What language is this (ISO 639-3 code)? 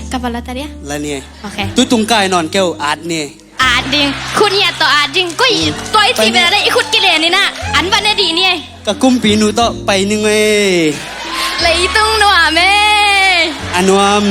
ctd